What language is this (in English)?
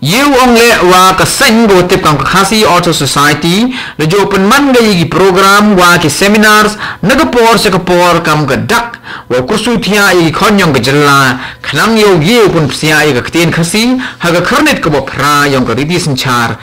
Khasi